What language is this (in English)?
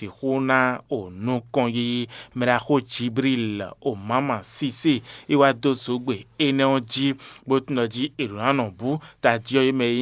Fon